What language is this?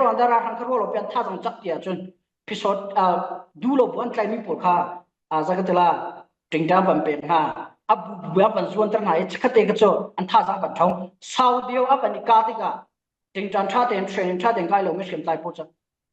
Falam Chin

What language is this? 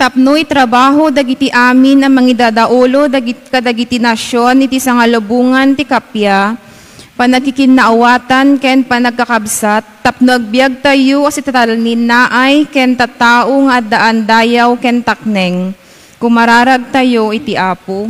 Iloko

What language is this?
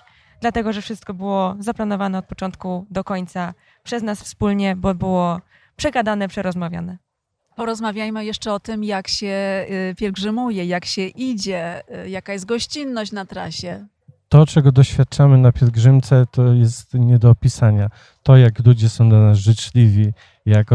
Polish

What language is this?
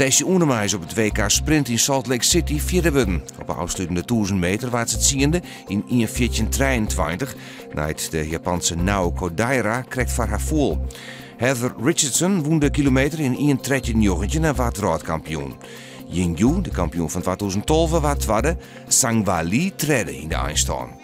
Western Frisian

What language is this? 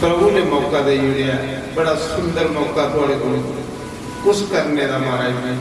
Dogri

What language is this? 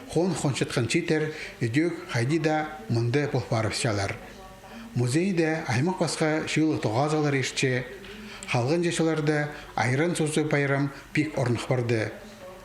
Khakas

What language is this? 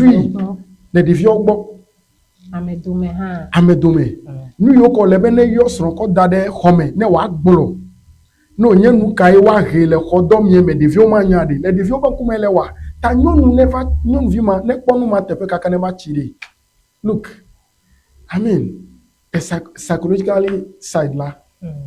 Ewe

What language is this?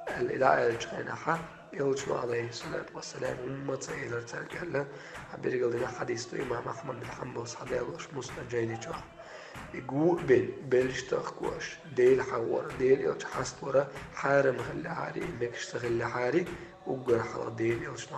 Chechen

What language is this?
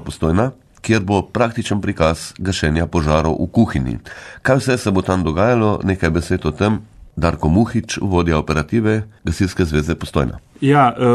Slovenian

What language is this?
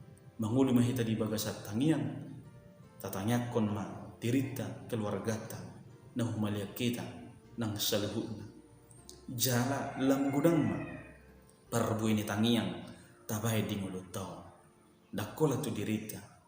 Batak Toba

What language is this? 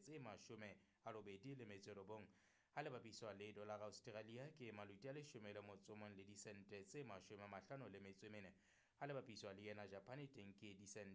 Southern Sotho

